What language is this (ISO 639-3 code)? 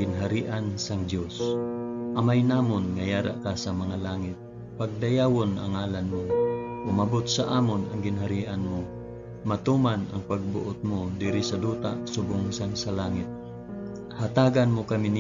hil